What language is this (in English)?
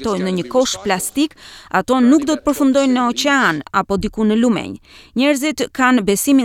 Albanian